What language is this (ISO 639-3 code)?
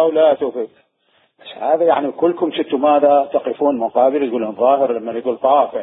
acm